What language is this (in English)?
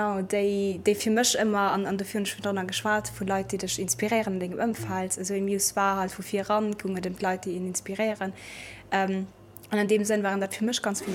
Luxembourgish